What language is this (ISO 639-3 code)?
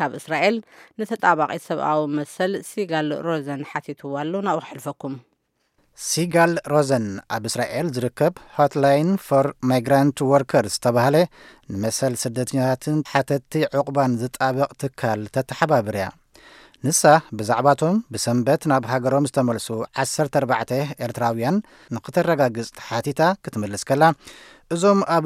tir